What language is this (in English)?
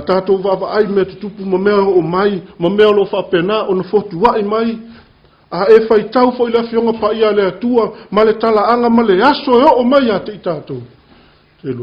Samoan